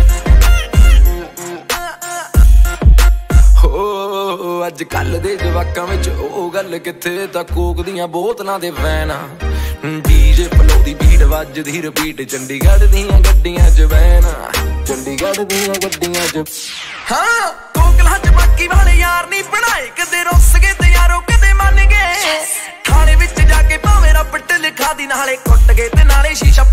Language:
Punjabi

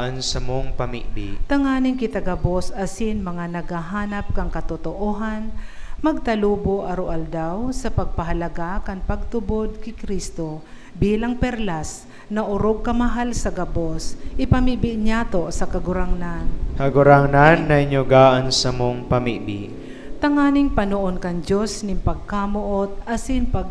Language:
Bikol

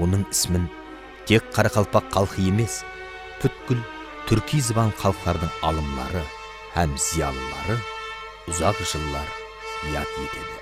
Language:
Kara-Kalpak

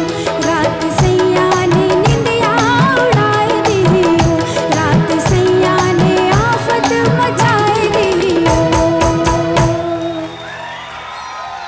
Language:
Bhojpuri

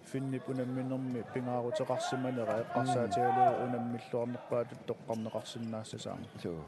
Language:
Kalaallisut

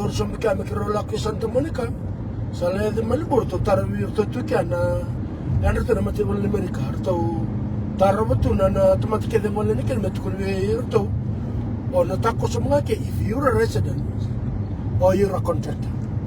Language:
Fijian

